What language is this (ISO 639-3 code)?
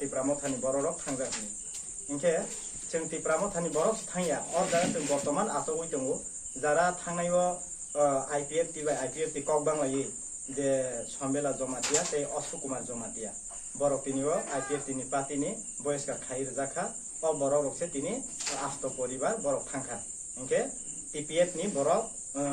trp